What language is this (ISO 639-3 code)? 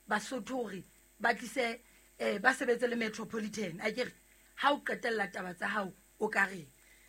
sot